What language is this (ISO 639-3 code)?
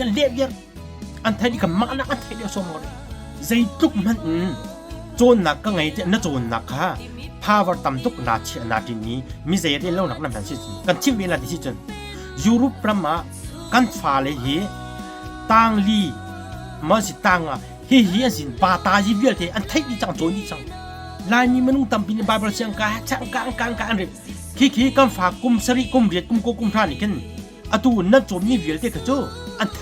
cnh